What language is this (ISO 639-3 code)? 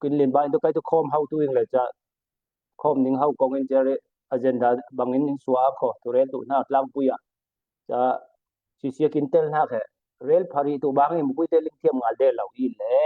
cfm